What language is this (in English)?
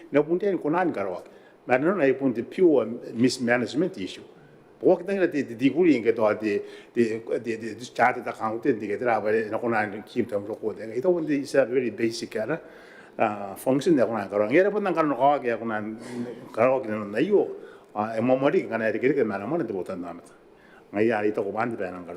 Gilbertese